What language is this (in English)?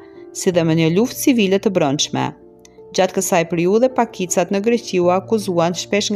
Albanian